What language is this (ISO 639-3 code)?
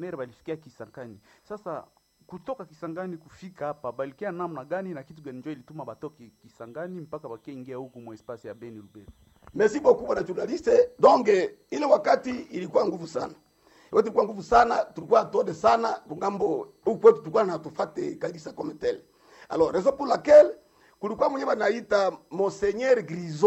swa